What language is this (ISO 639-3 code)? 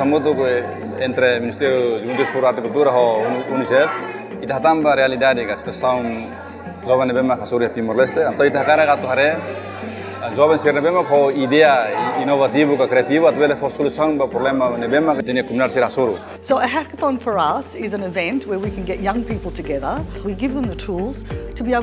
tet